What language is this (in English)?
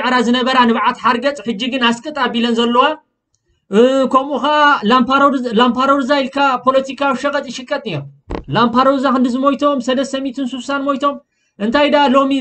Tigrinya